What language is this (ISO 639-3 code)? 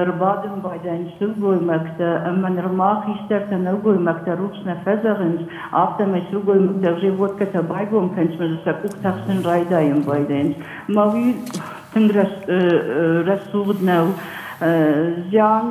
oss